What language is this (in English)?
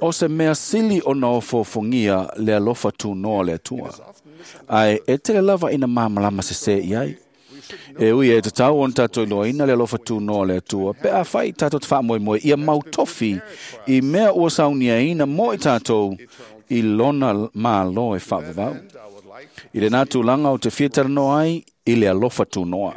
Samoan